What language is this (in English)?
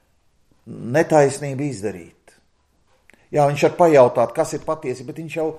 Latvian